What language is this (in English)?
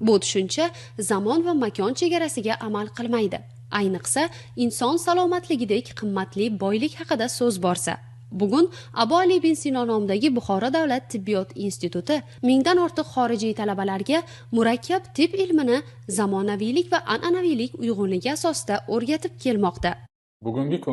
Uzbek